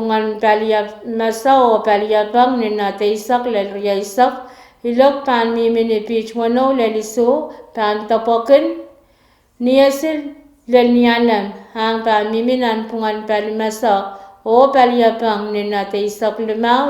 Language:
Pohnpeian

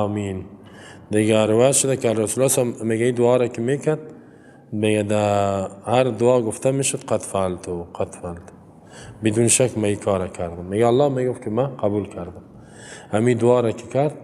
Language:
Persian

